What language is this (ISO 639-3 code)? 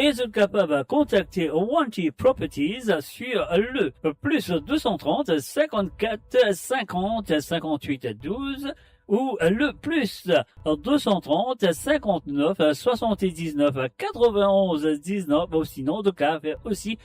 mfe